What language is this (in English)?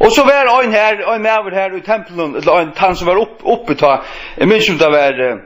Faroese